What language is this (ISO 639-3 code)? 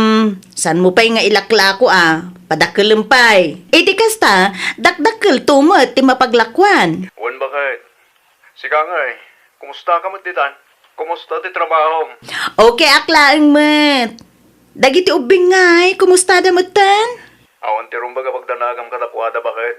ilo